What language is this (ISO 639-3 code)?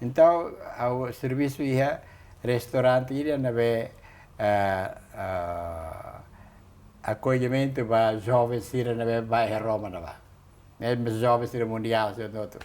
tet